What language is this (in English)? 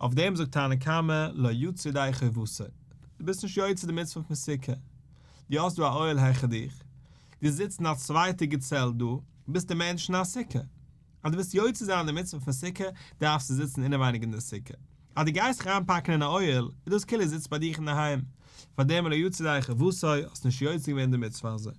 Yiddish